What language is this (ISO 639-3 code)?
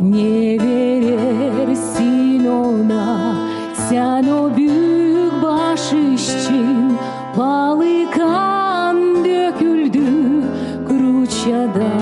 gag